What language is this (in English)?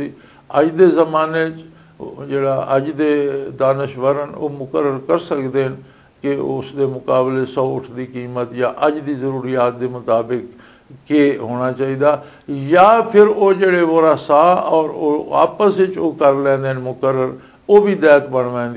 Western Panjabi